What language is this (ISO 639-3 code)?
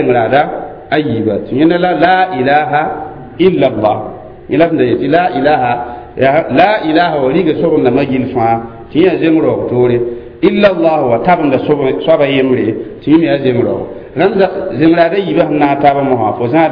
mos